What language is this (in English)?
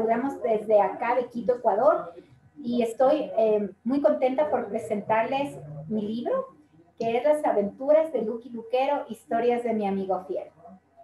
Spanish